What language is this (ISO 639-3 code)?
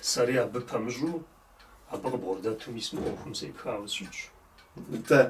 kbd